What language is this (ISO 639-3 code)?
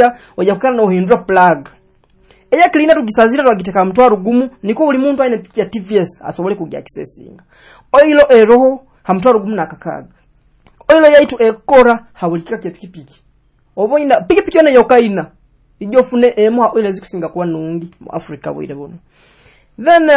nyo